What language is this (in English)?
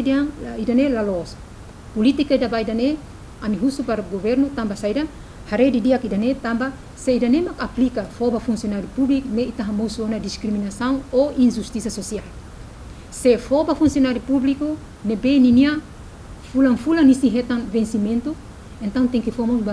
Tetum